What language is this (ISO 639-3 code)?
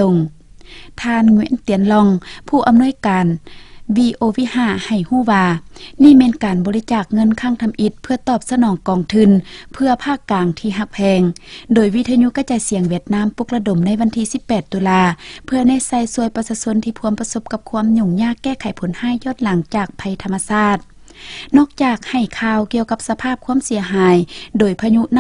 lao